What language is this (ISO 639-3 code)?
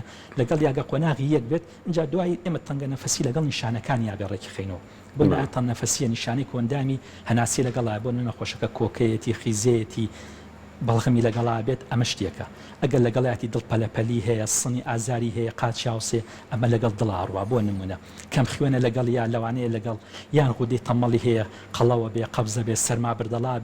ckb